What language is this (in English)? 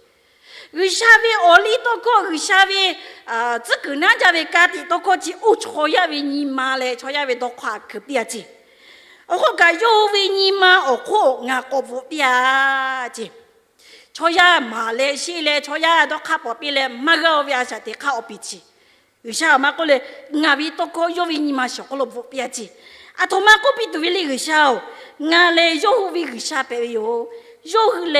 Lahu